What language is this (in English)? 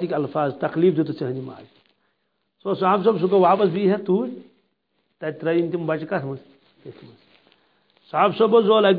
Kashmiri